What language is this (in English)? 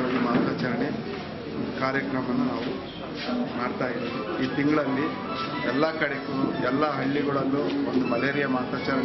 Kannada